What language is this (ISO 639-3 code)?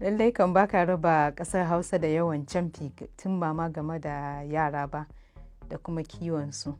hau